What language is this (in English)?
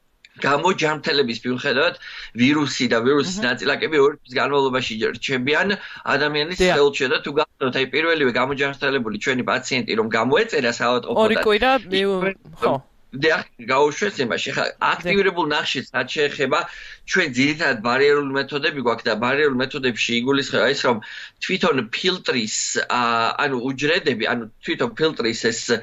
Georgian